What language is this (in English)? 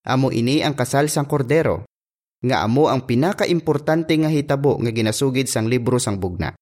Hiligaynon